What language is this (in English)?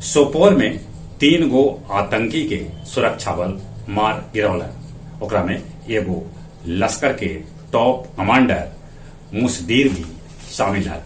Magahi